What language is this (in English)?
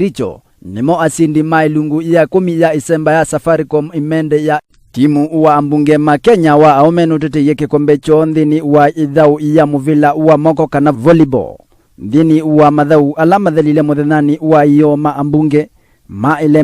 Kamba